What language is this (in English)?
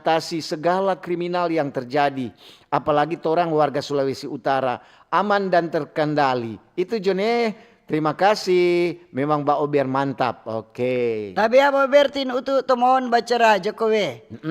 Manado Malay